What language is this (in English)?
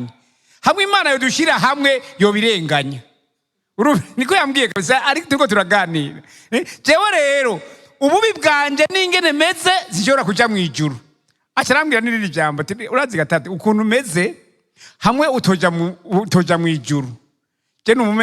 Rundi